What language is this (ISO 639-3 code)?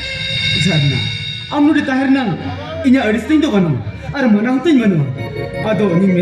sat